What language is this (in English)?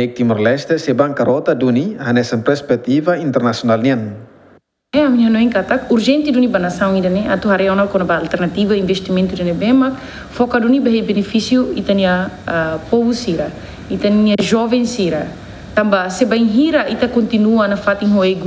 Tetum